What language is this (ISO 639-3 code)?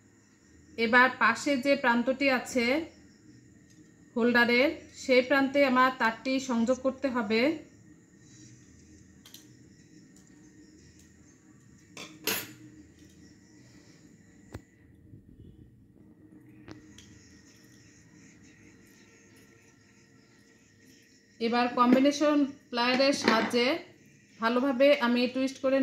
ben